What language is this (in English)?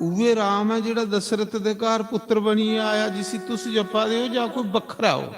Dogri